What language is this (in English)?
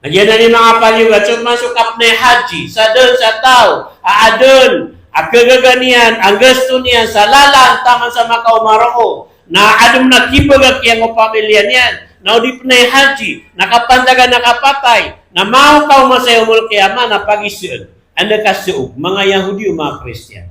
Maranao